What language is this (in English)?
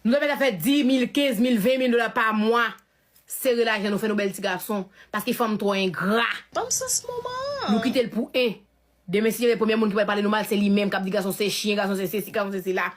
Haitian Creole